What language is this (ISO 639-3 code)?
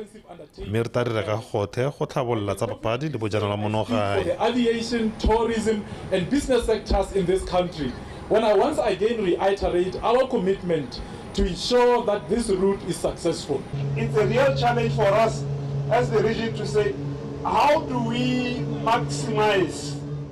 tsn